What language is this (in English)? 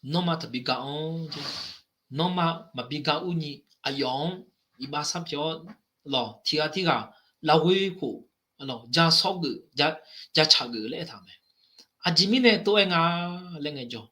Akha